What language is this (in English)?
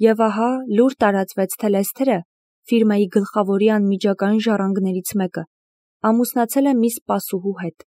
Armenian